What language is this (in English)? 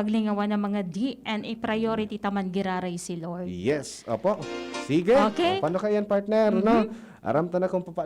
Bikol